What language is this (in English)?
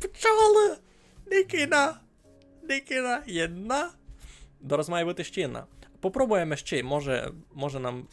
Rusyn